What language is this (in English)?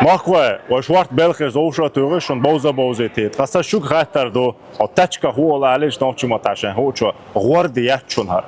Chechen